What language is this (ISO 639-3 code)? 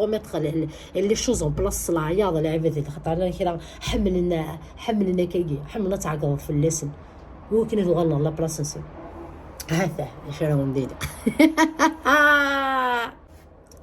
kab